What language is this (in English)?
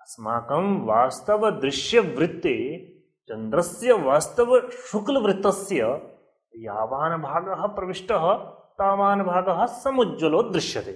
Sanskrit